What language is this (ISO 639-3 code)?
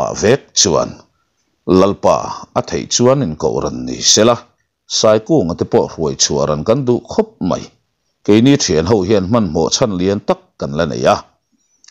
lus